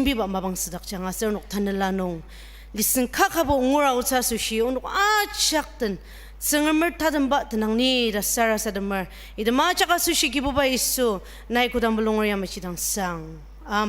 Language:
Ao Naga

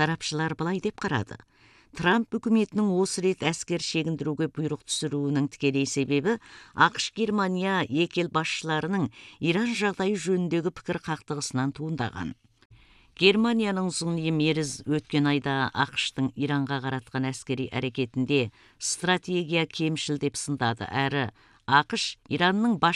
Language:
Kazakh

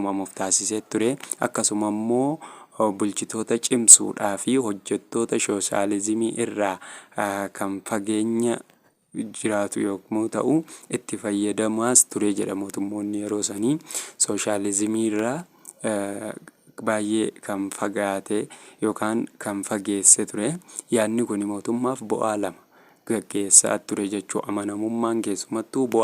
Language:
Oromo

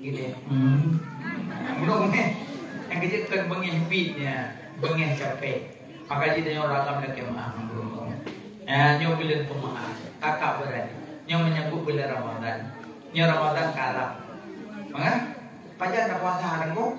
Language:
Achinese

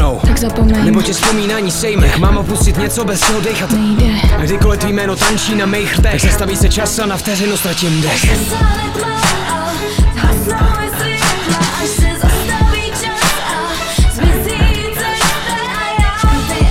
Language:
Czech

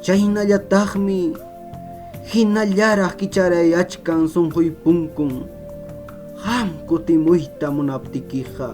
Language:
Ayacucho Quechua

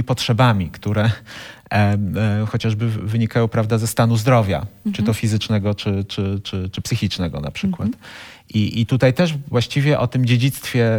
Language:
Polish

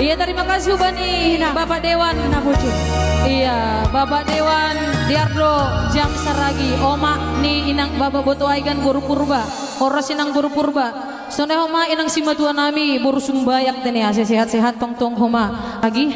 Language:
Batak Simalungun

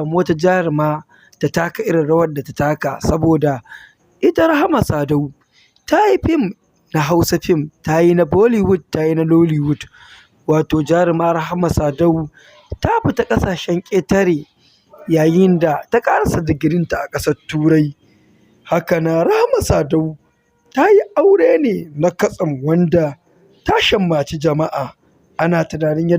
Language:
Hausa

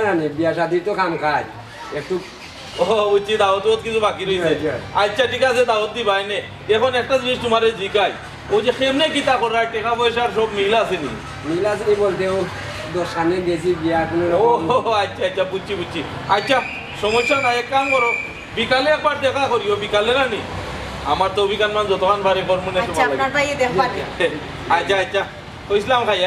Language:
Sylheti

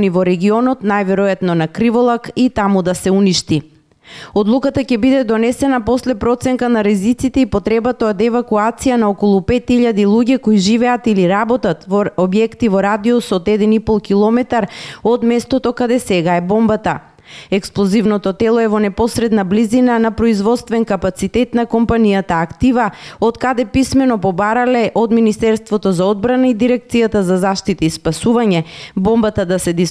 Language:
Macedonian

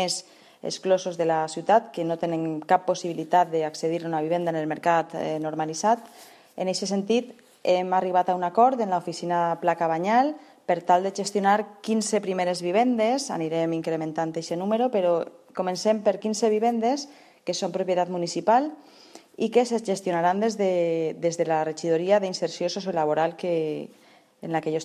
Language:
Catalan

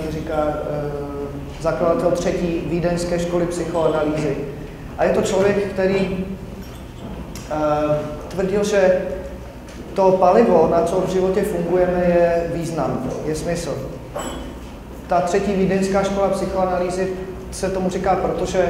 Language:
Czech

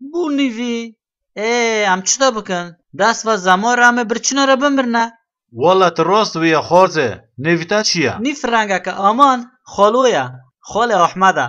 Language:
Kurdish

